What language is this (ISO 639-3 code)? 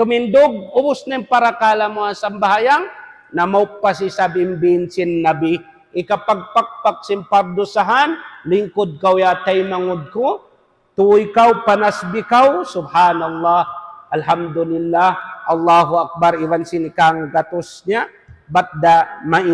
tsg